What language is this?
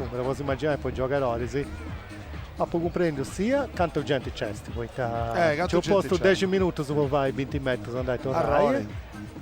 Sardinian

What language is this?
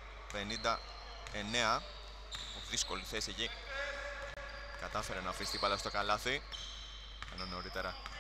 Greek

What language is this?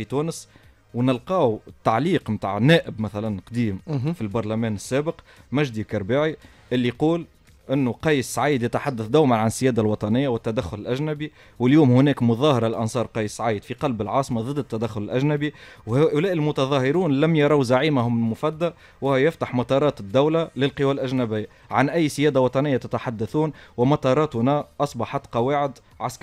Tunisian Arabic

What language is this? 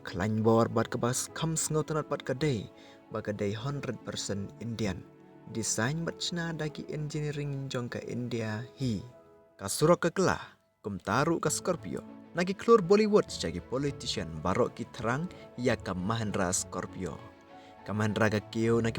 Khasi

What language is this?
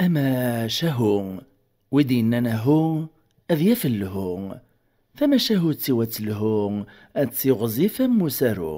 Kabyle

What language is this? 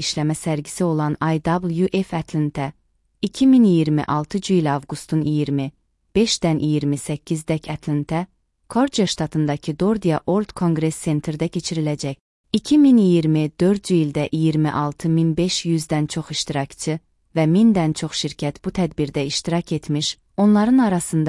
Azerbaijani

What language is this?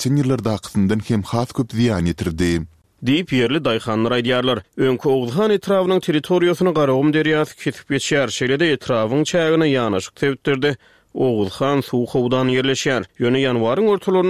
Turkmen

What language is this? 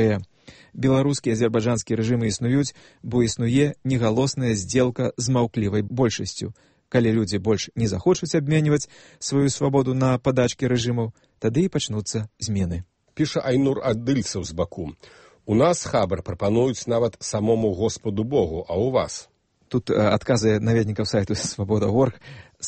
Belarusian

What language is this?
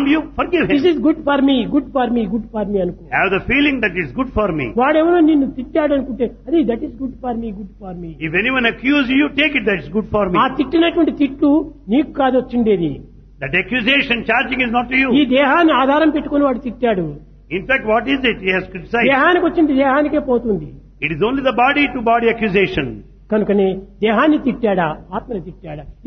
Telugu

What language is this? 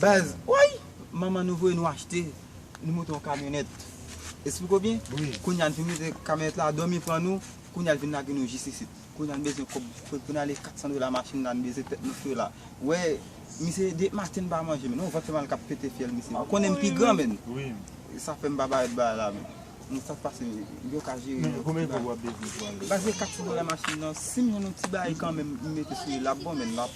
Haitian Creole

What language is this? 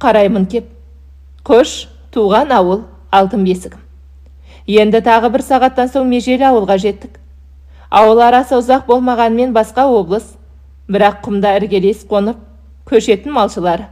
Kazakh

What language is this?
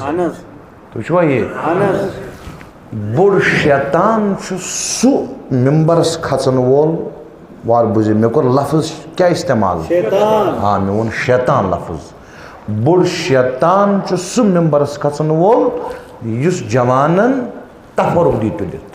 Kashmiri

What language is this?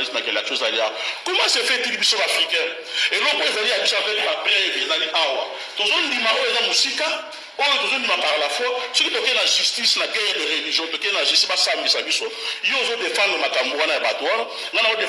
Lingala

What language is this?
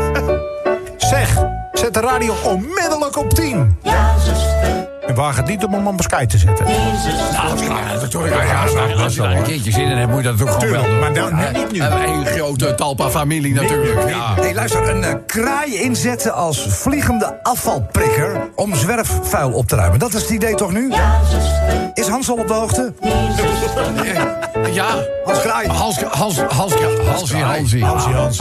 Dutch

